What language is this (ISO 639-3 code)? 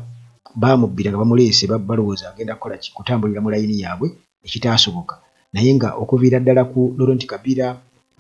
lug